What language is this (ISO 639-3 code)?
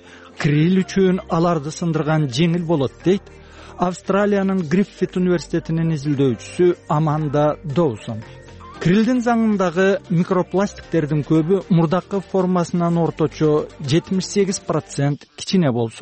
kir